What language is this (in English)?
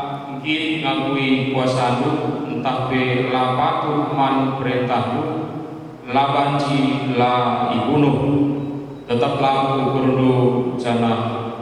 Batak Karo